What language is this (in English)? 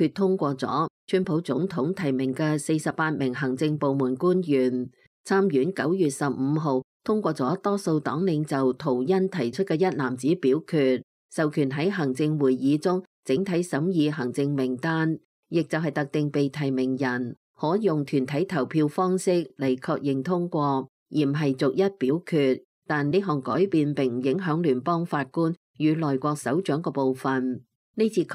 Cantonese